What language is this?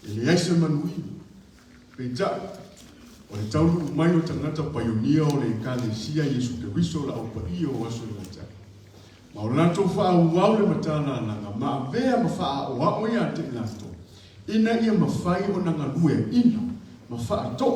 Samoan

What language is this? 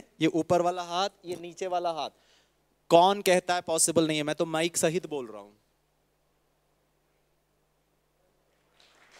Hindi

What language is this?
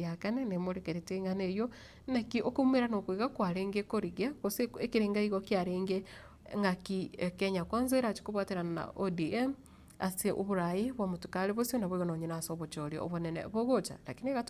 Gusii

